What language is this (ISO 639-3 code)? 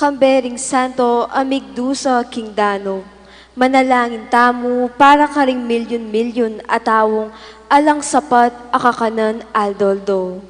pam